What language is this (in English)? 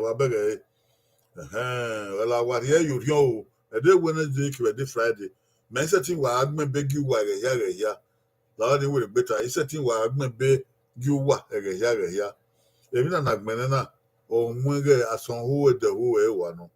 Bini